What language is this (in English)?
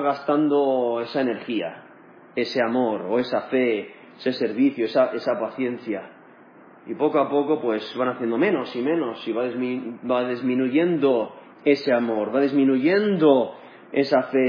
Spanish